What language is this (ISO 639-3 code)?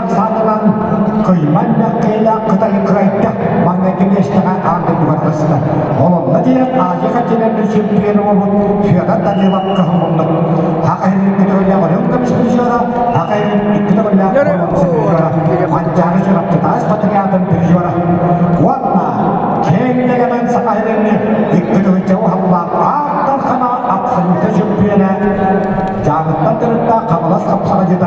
sah